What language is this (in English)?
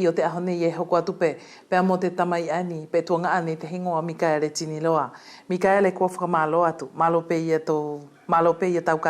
Wallisian